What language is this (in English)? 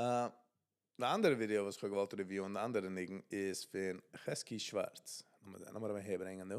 Yiddish